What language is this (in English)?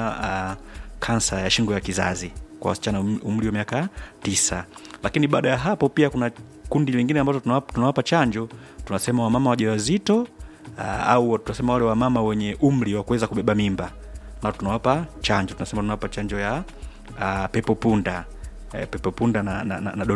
Swahili